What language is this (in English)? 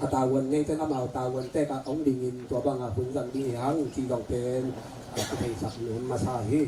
Tedim Chin